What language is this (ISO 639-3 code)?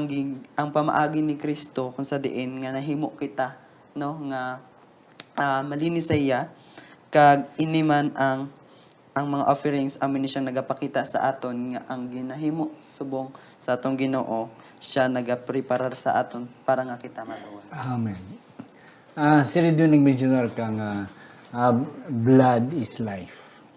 hil